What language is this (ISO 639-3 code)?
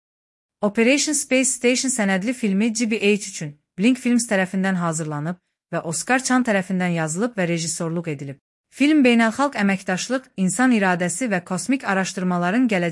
aze